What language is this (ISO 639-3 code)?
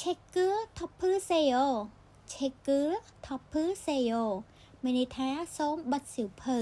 khm